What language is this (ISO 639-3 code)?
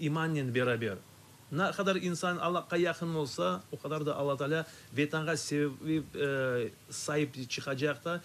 crh